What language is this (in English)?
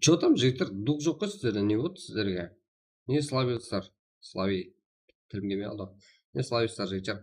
Kara-Kalpak